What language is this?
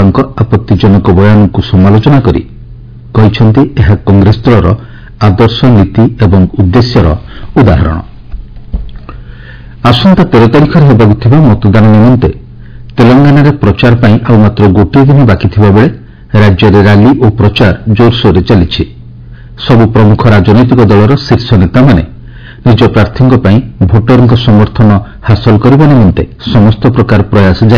Odia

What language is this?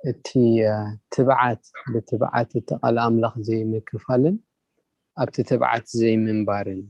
Tigrinya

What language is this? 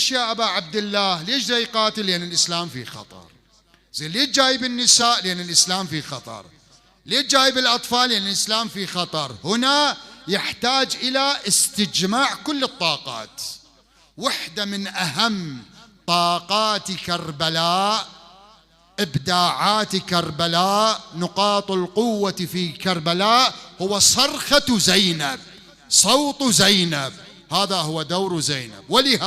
Mesopotamian Arabic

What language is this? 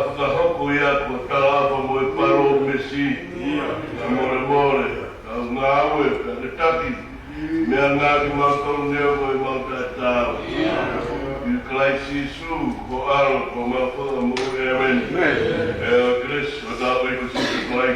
Tongan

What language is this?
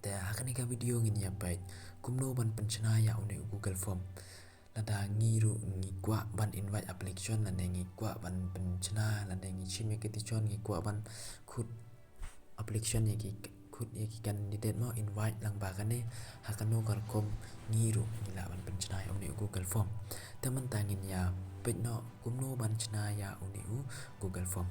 Khasi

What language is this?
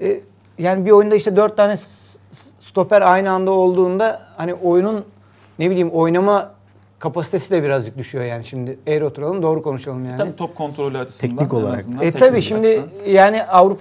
Turkish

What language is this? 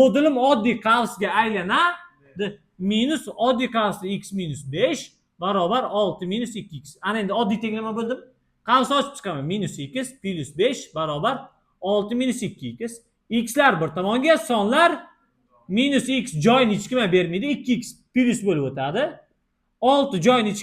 Uzbek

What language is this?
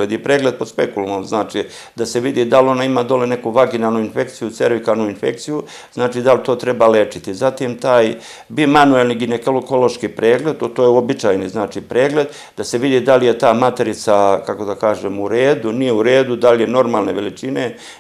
Serbian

